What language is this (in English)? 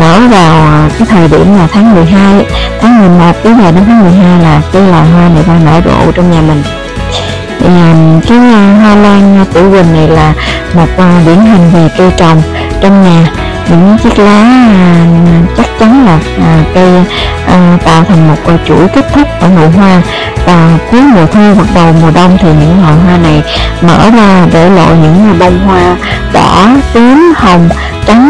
Vietnamese